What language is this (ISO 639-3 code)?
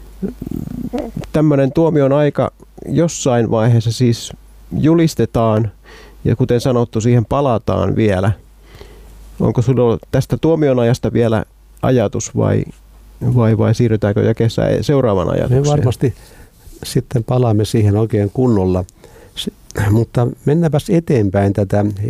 fin